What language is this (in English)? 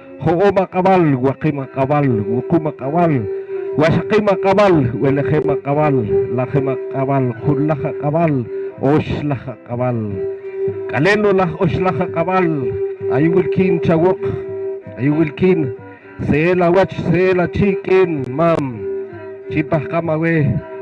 Poqomchi'